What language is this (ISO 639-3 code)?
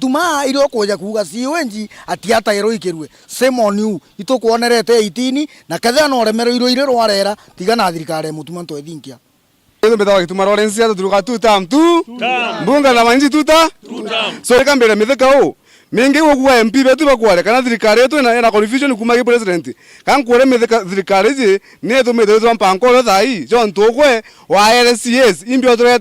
mer